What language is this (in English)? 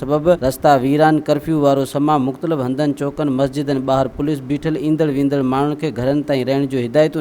Sindhi